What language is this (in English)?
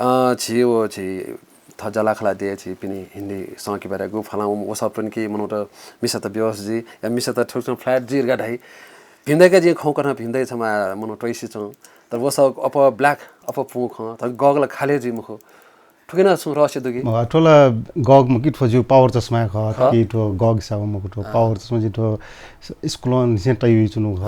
Newari